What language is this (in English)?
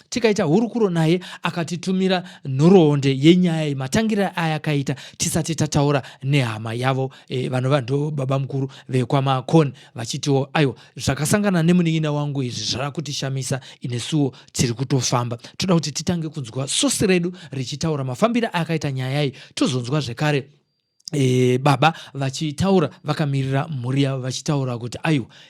Shona